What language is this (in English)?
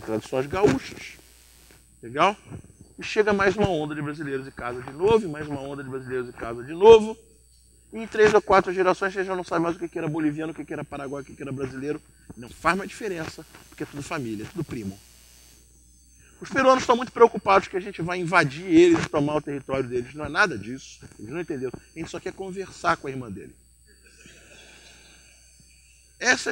Portuguese